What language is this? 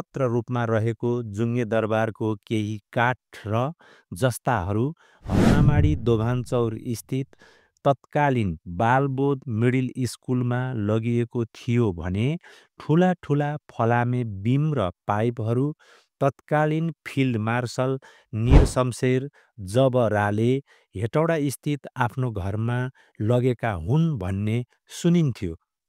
Nepali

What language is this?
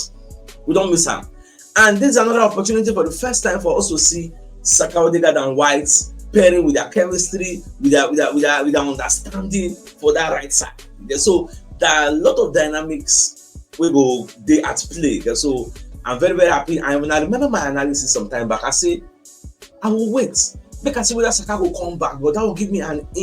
Nigerian Pidgin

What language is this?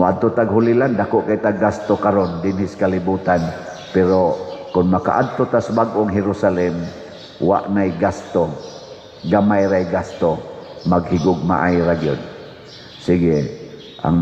Cebuano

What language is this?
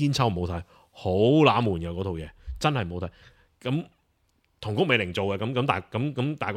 Cantonese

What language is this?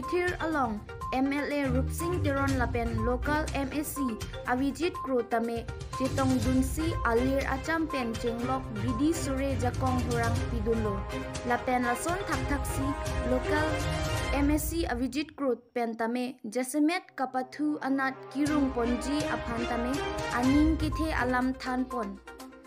Karbi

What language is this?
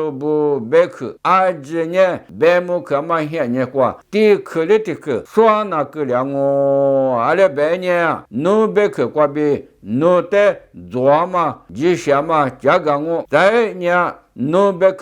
Lisu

